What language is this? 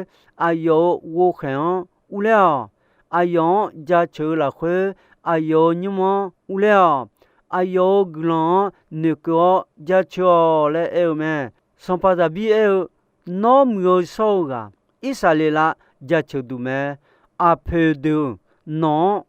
Akha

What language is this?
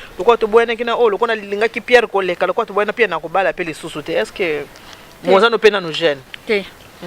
Lingala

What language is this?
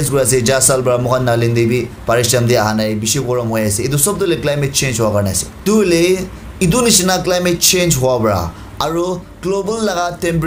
Naga Pidgin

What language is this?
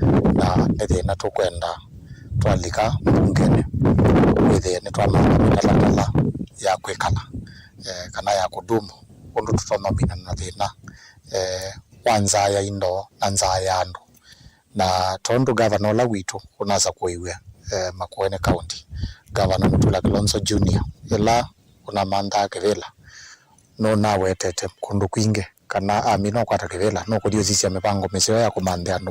Kamba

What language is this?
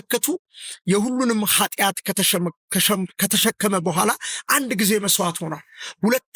Amharic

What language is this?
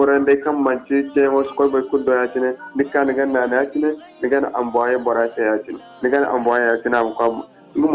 Zarma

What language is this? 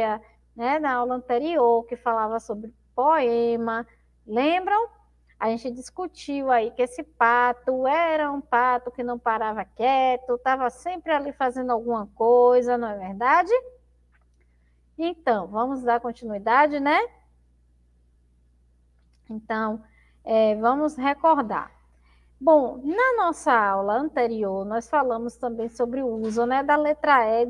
Portuguese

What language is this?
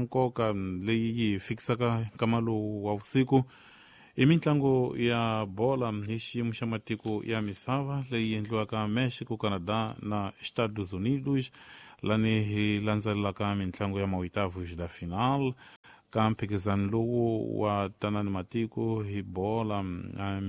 Tsonga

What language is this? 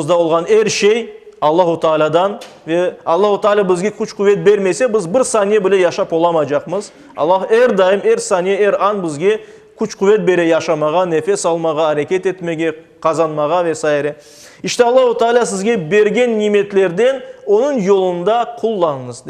Crimean Tatar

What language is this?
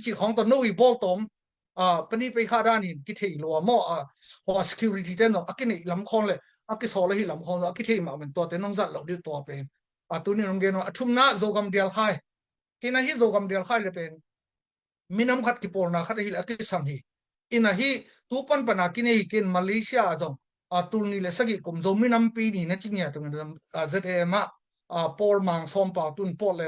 Tedim Chin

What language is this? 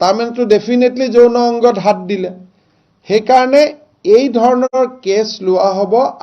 Assamese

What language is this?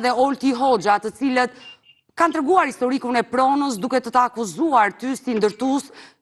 Albanian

